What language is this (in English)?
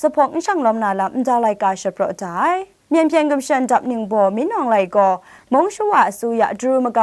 Kachin